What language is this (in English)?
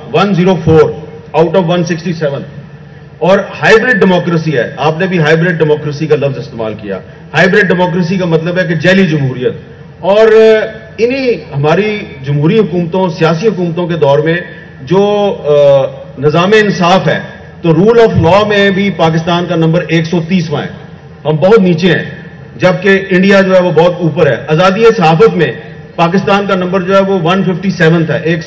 Urdu